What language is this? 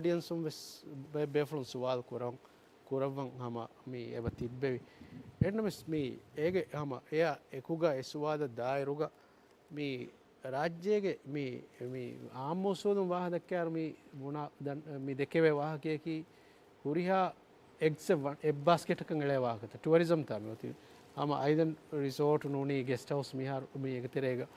Divehi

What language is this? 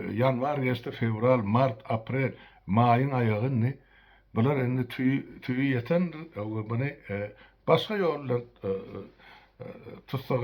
Turkmen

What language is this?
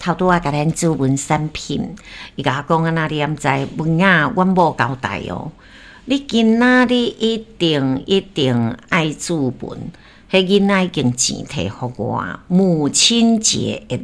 Min Nan Chinese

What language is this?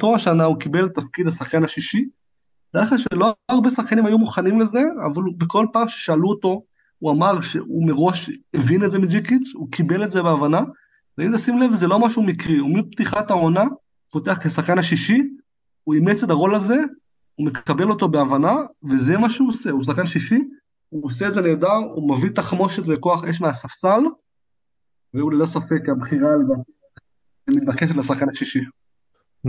Hebrew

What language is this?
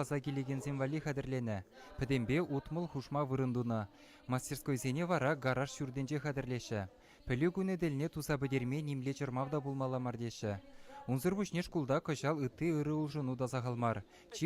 Chuvash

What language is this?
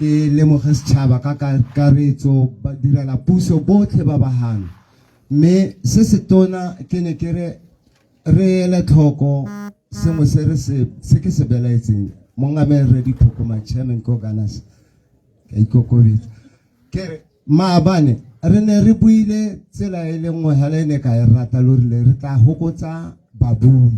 Tswana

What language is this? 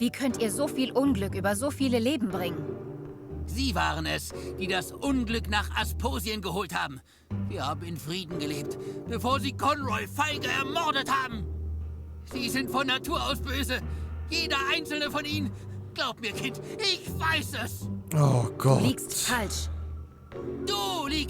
Swiss German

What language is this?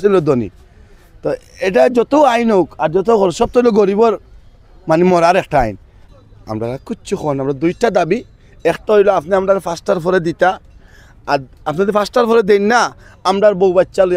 Sylheti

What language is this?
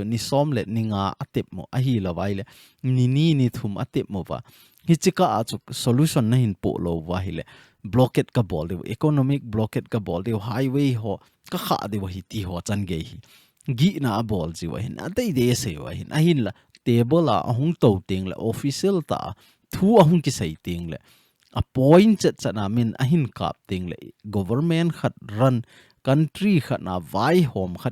Thado Chin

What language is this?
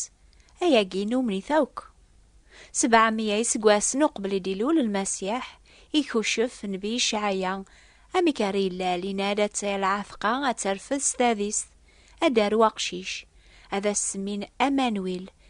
Kabyle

